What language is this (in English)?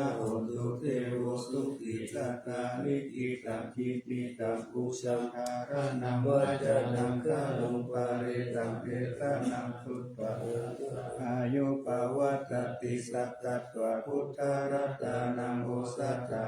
Pali